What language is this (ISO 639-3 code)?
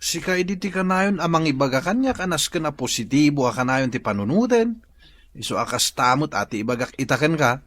ilo